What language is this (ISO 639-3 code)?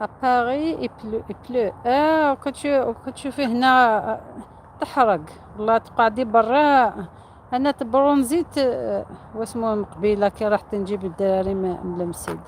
arq